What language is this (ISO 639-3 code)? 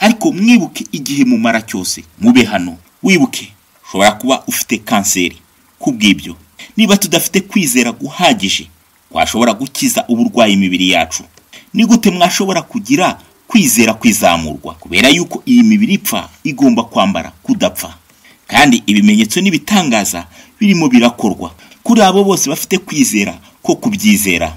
kin